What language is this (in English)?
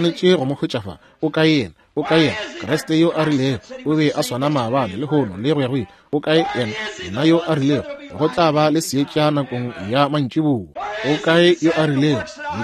Northern Sotho